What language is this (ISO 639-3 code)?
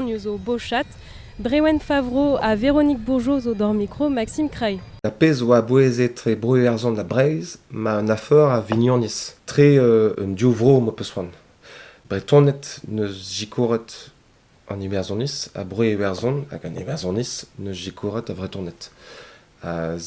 bre